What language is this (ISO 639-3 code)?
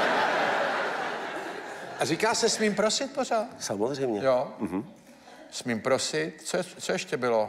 ces